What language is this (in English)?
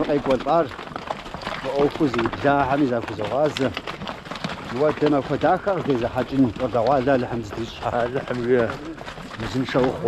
Kabardian